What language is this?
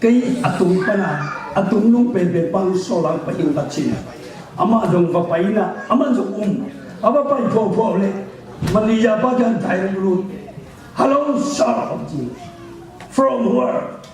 Tedim Chin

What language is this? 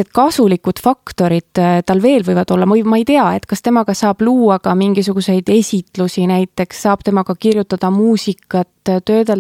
Estonian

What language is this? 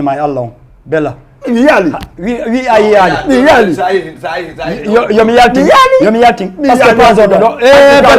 Fula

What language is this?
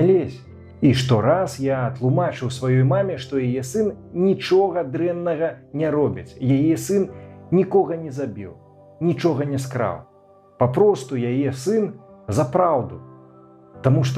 Belarusian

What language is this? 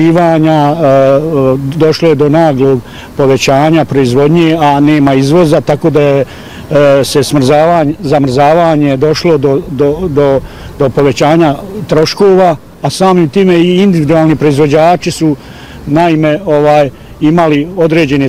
Bosnian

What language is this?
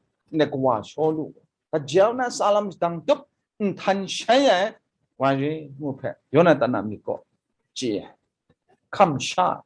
Kachin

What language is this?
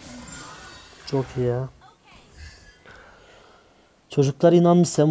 Turkish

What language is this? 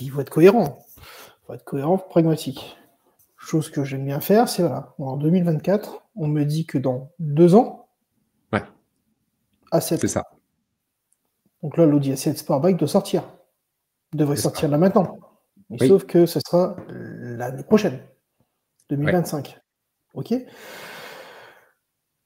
French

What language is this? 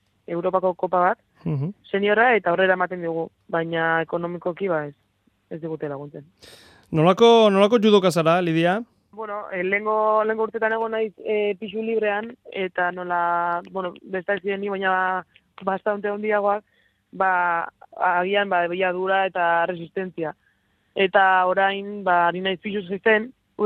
Basque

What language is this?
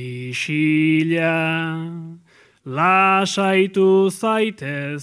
Basque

